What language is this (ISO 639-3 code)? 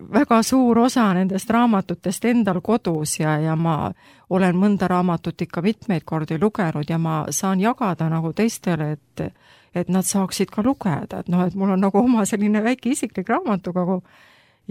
est